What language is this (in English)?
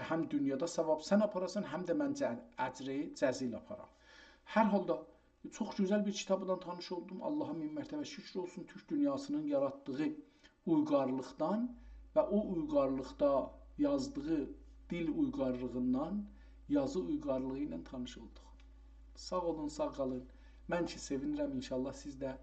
South Azerbaijani